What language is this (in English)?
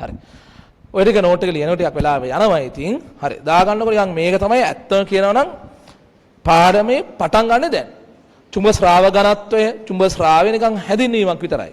Sinhala